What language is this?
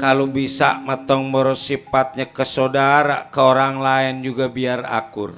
Betawi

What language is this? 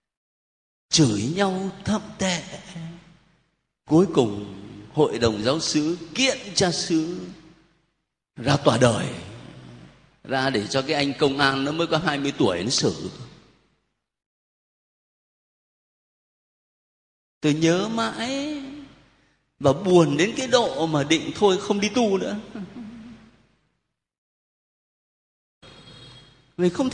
Vietnamese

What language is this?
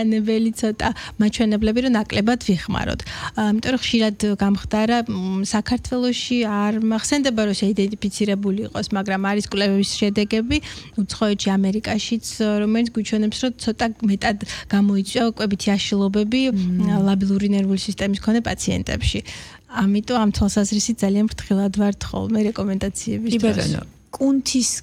Georgian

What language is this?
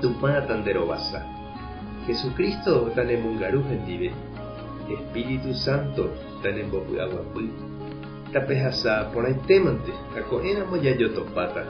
Guarani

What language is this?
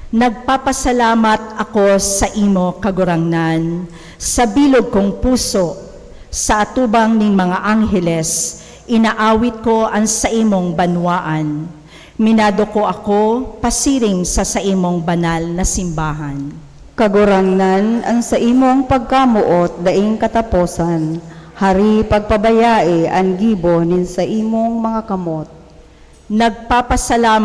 Bikol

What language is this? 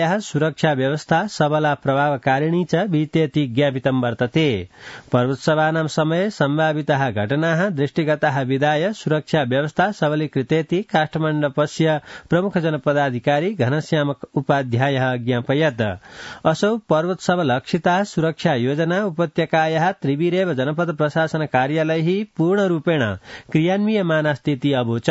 Sanskrit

